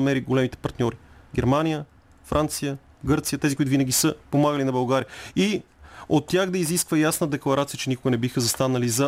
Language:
Bulgarian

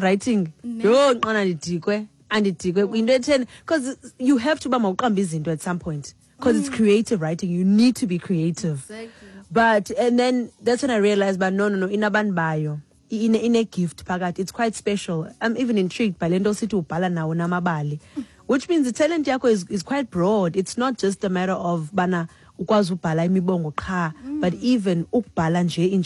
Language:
Xhosa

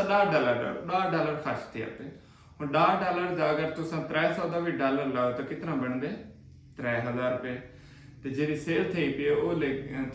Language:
Saraiki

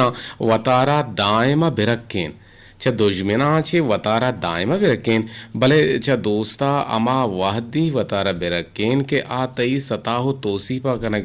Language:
Eastern Balochi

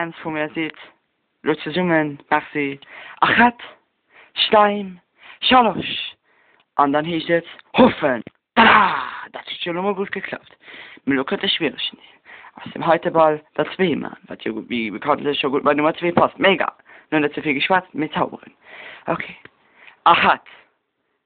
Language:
Luxembourgish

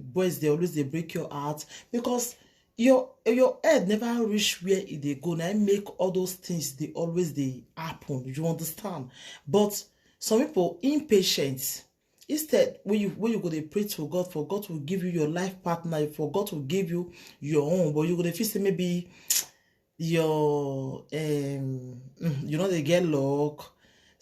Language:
Nigerian Pidgin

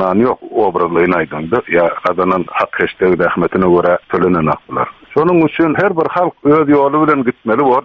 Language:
Turkmen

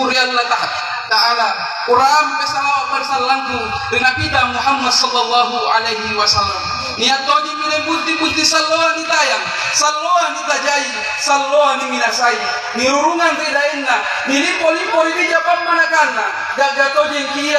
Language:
Makasar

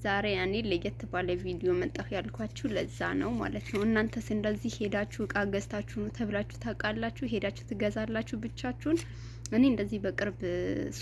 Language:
Amharic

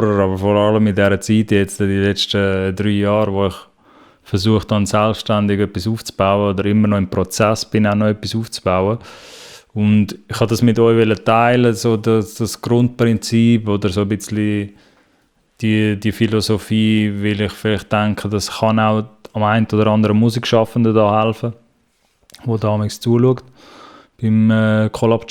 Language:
Swiss German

